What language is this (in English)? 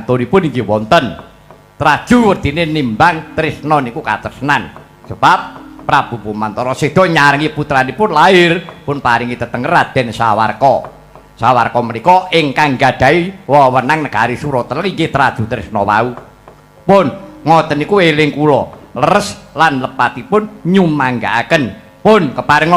Javanese